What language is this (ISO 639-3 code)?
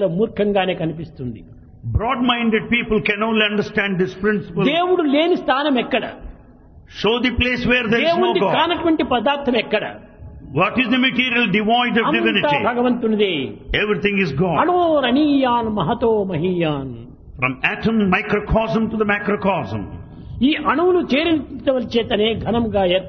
tel